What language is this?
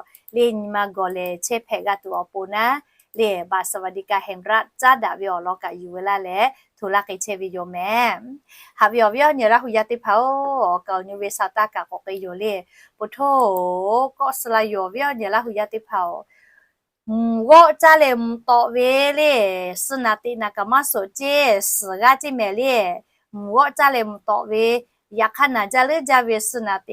Lahu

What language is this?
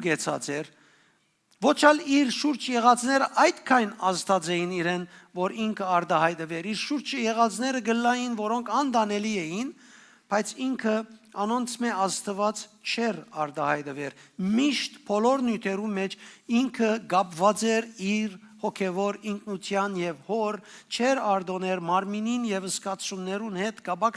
Western Armenian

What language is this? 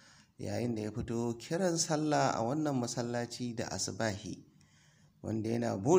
Hausa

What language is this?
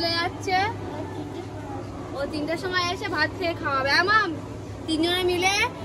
Bangla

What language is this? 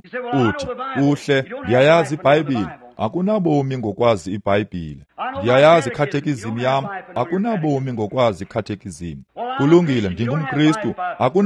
Xhosa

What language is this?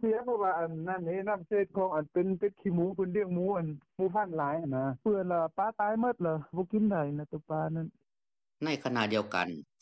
Lao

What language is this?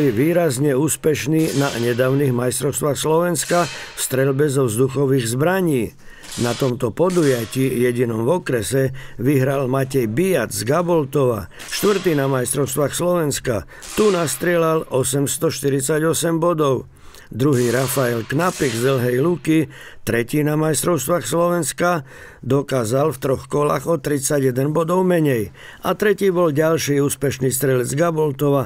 Slovak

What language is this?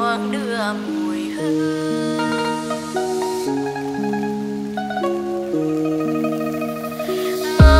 Vietnamese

